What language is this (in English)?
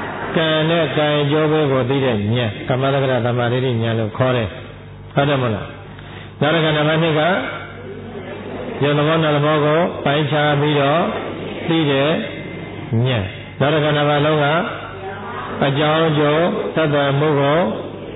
Burmese